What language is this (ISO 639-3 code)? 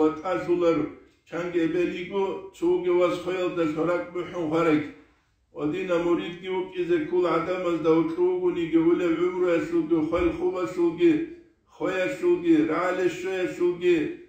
ava